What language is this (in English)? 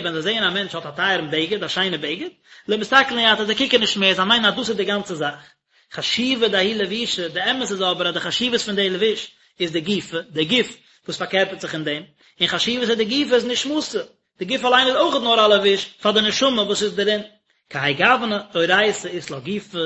Yiddish